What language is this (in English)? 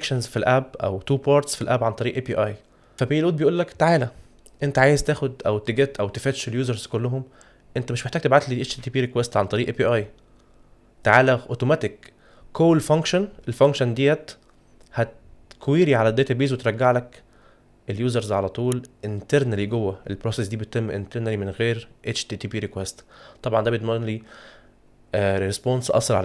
Egyptian Arabic